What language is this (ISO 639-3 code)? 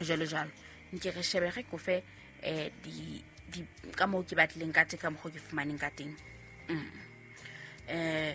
sot